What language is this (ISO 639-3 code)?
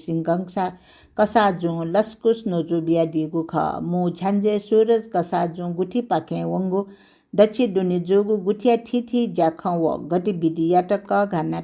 new